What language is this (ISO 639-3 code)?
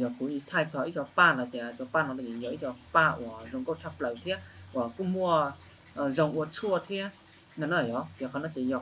hmn